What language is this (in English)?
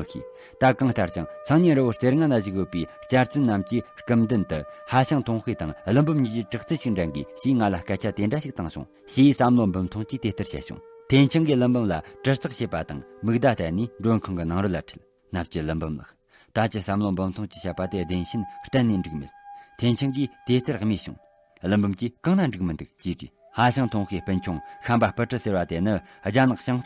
Tibetan